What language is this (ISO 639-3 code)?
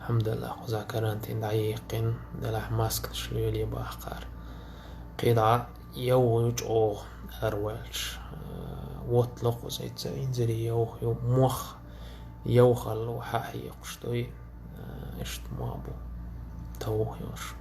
che